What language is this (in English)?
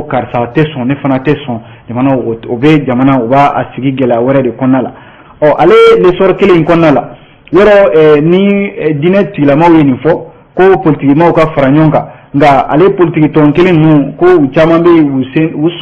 Bambara